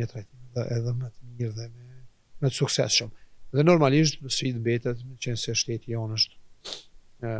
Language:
Albanian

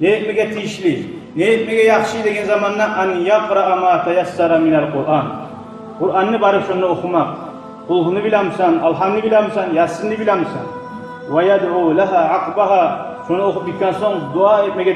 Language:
Kumyk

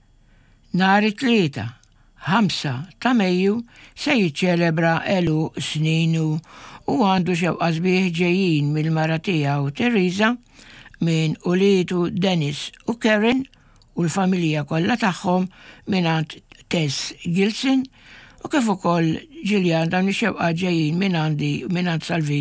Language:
Maltese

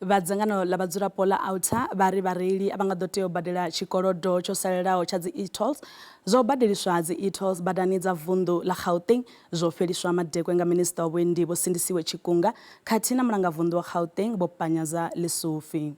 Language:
Venda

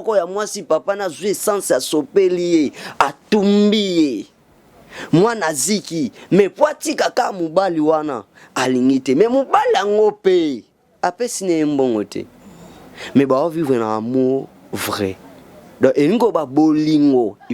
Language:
Lingala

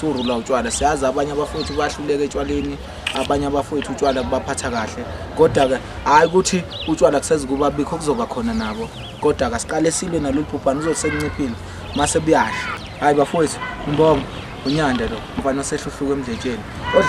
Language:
Zulu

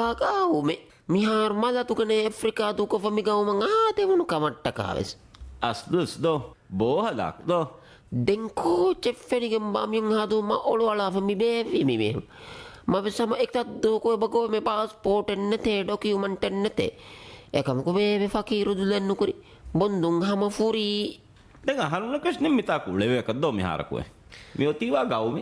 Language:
Divehi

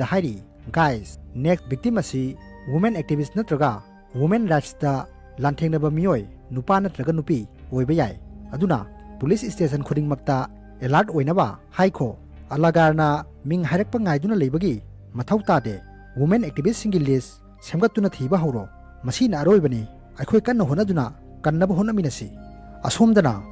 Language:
Manipuri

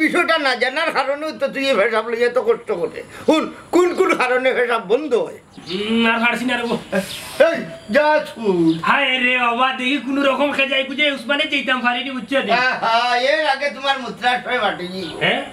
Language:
Sylheti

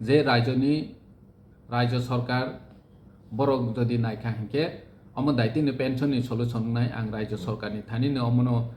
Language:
Kok Borok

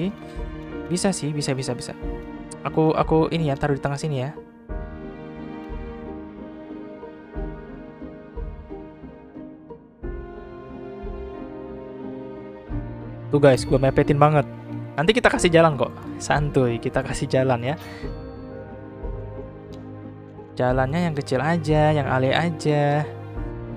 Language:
Indonesian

